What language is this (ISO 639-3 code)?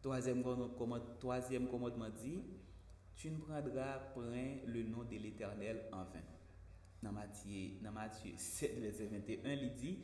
hat